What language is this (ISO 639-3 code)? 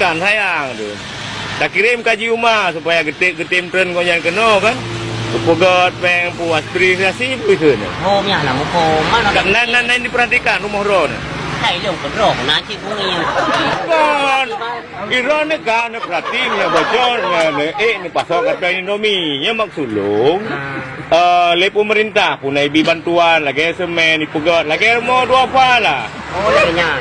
ace